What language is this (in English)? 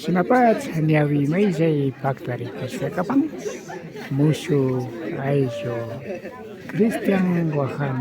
Imbabura Highland Quichua